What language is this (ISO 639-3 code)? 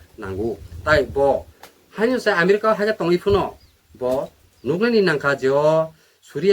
trp